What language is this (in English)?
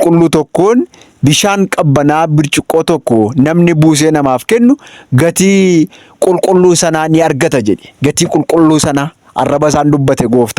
Oromo